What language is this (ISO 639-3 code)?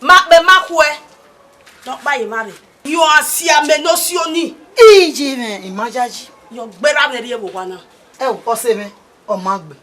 bin